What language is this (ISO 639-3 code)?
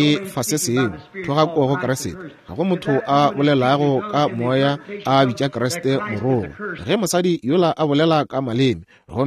nso